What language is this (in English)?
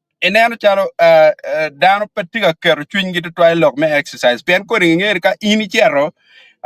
Acoli